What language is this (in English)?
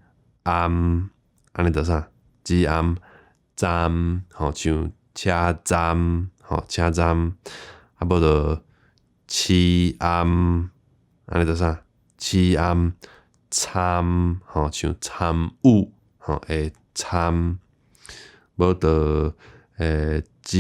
Min Nan Chinese